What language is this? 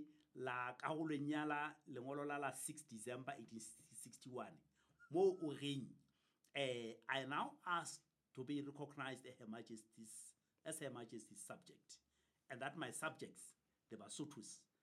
Southern Sotho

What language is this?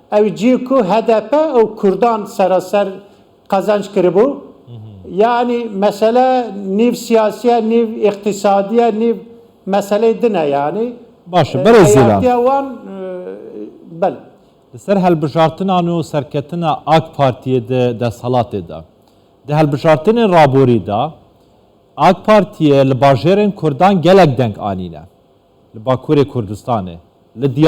Kurdish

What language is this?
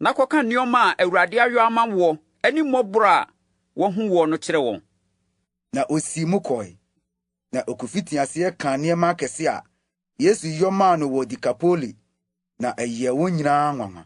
Akan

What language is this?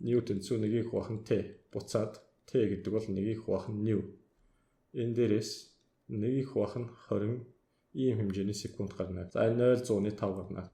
Mongolian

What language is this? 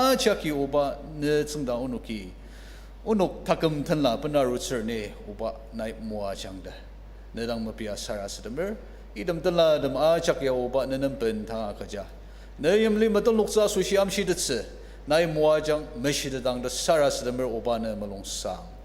Ao Naga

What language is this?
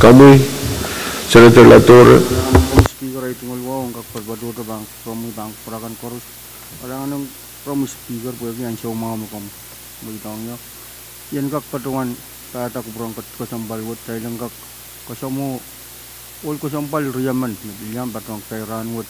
Pohnpeian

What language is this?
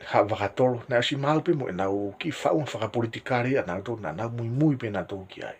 Tongan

